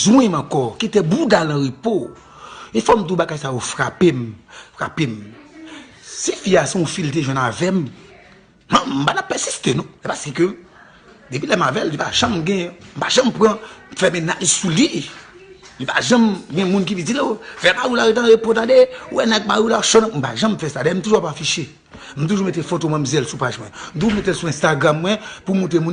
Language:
Haitian Creole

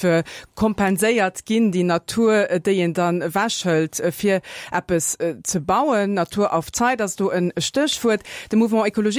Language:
Luxembourgish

